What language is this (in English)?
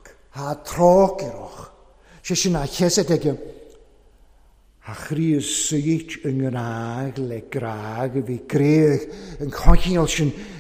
Welsh